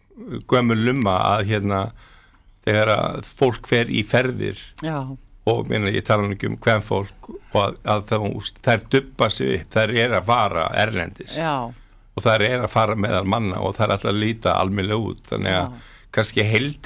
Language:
Icelandic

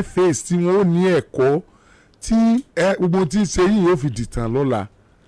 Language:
Yoruba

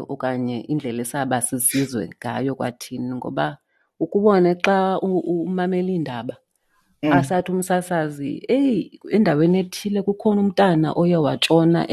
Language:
Xhosa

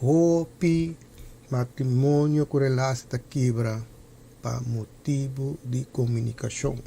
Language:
Papiamento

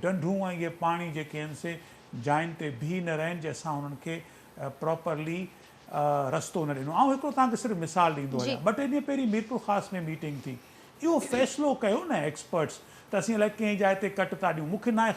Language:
Sindhi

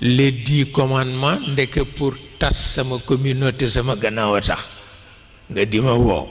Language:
Wolof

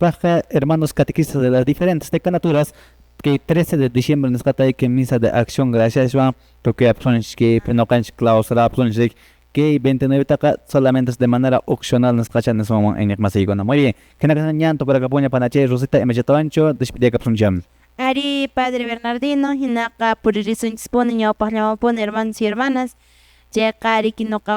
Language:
Quechua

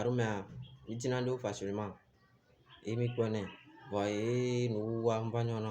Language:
Ewe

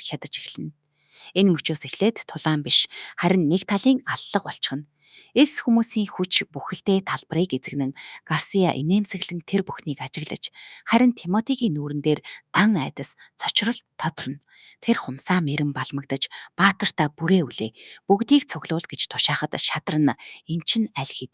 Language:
Mongolian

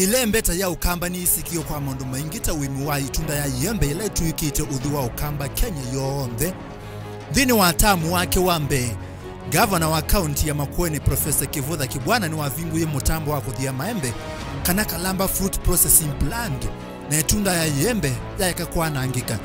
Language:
Kamba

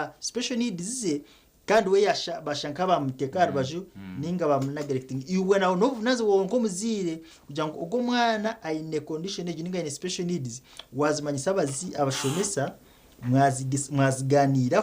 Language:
Nyankole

